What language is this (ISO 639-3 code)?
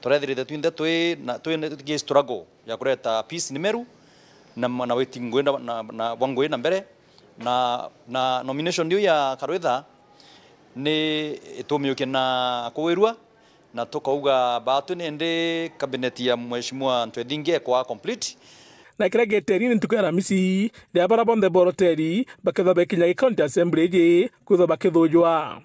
mer